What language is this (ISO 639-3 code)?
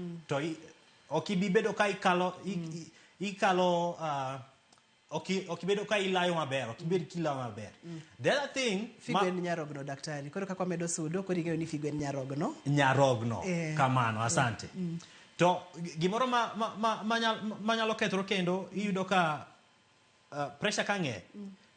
luo